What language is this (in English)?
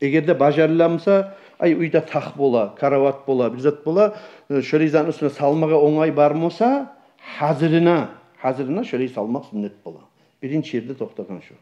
Kumyk